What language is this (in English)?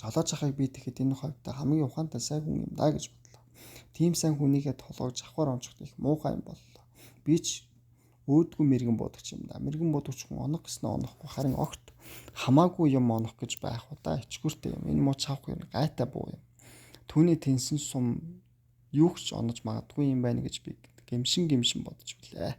Mongolian